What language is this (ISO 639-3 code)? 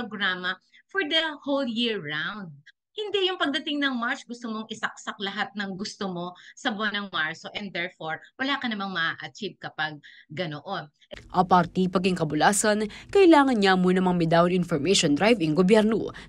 pam